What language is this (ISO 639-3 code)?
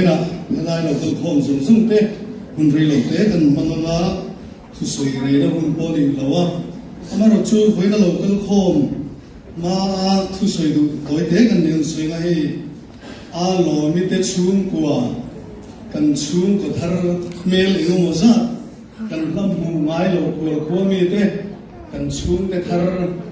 lus